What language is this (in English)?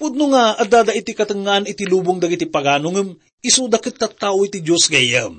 Iloko